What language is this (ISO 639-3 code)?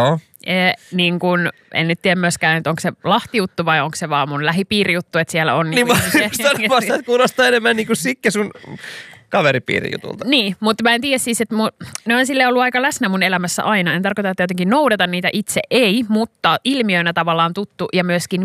fin